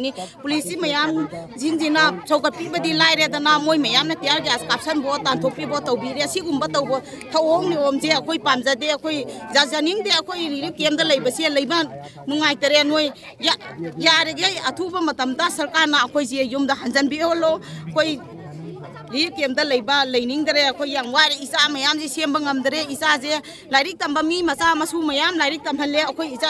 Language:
Manipuri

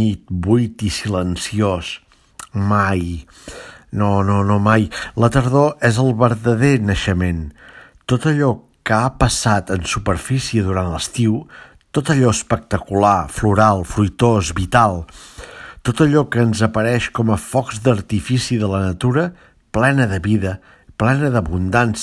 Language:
Catalan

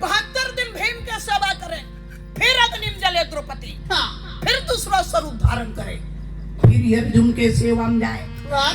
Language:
Chhattisgarhi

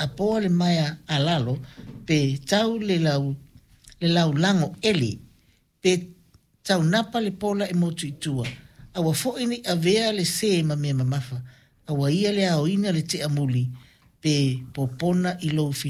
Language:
Samoan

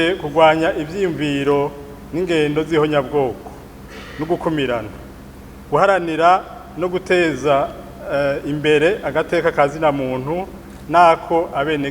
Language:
Rundi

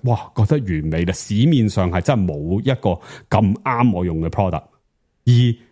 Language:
Cantonese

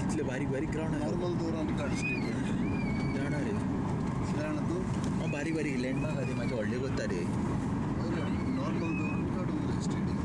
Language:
Konkani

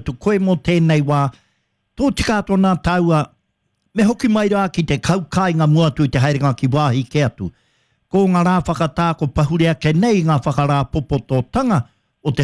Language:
Māori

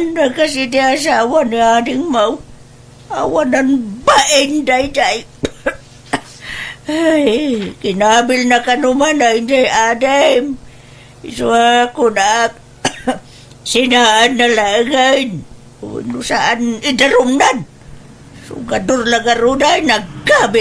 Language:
Iloko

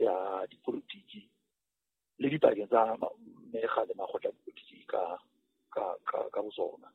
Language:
Southern Sotho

